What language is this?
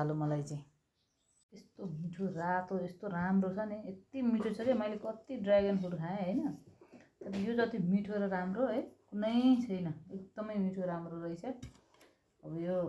Nepali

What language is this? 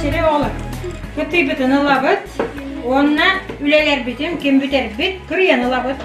Yakut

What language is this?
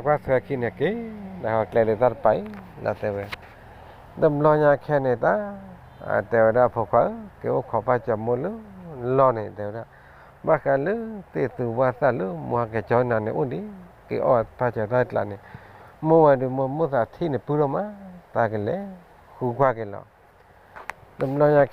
S'gaw Karen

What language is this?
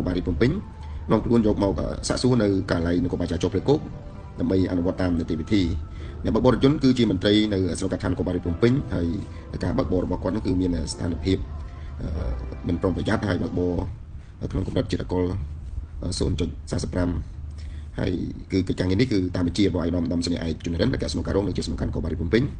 Khmer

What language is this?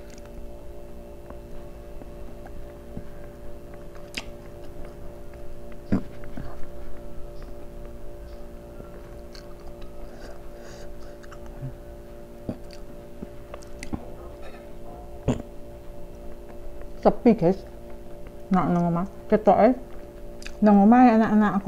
Javanese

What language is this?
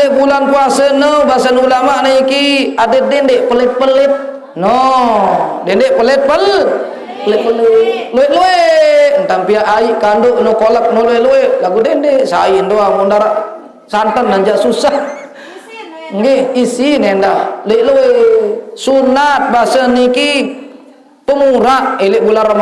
Sasak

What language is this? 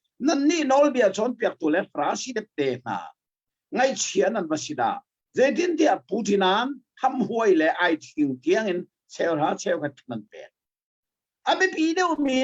Hakha Chin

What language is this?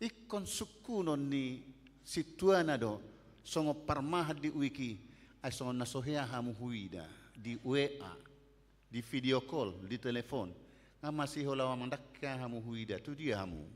Batak Toba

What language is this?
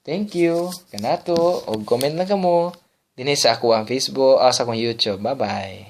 Cebuano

